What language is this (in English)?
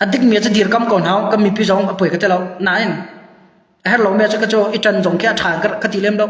Hakha Chin